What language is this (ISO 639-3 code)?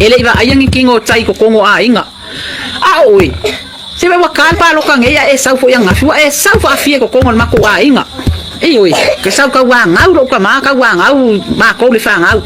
smo